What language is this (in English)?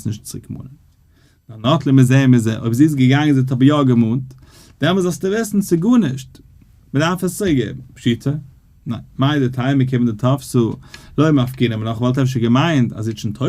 Yiddish